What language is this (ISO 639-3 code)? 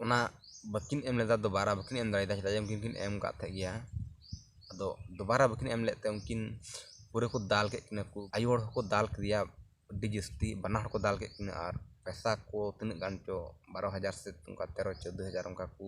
sat